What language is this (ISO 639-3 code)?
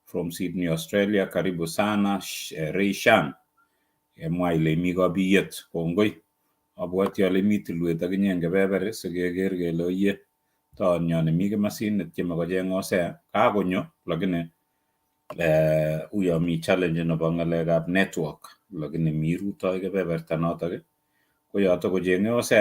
kln